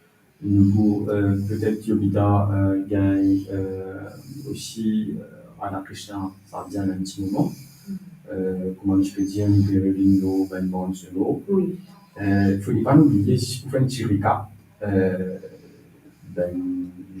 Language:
Morisyen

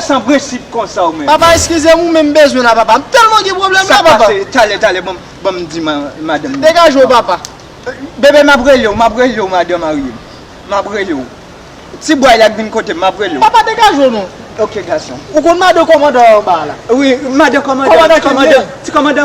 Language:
Haitian Creole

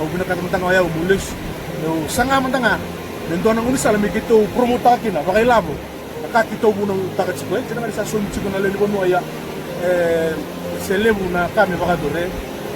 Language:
Fijian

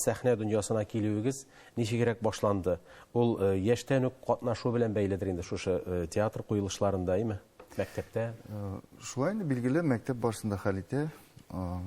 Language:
Tatar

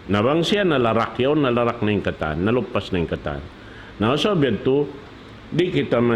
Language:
Tausug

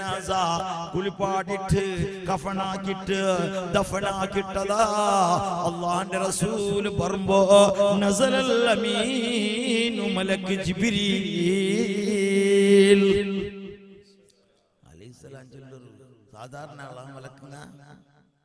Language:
Malayalam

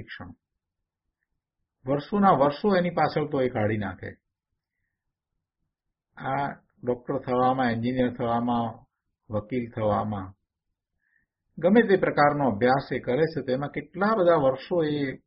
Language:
Gujarati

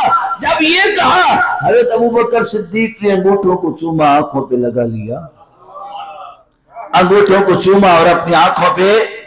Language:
Urdu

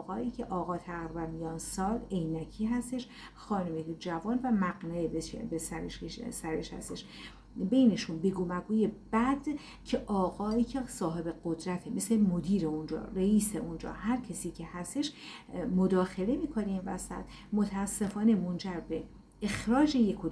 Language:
Persian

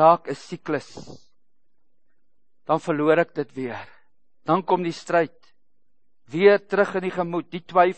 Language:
Afrikaans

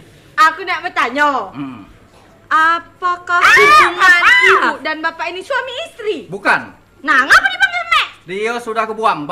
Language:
Musi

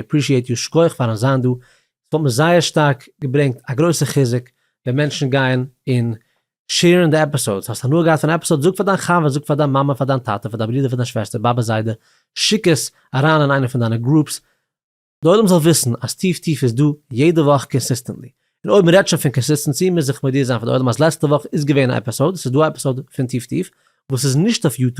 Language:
Yiddish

